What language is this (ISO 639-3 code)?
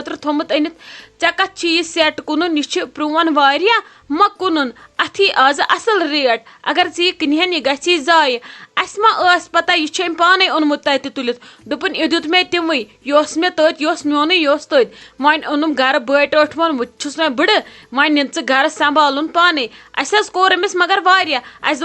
kas